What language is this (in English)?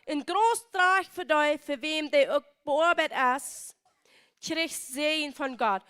Plautdietsch